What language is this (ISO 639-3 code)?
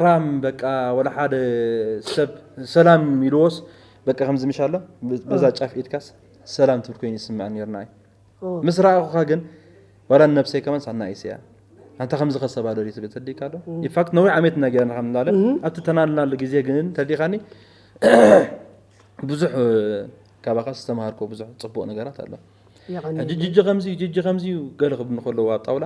tir